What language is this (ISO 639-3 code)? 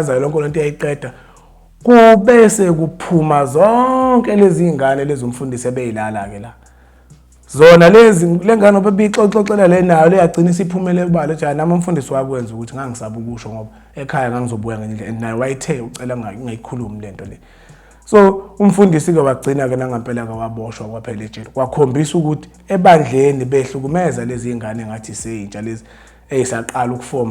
zul